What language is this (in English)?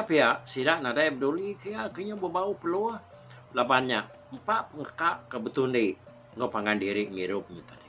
Iban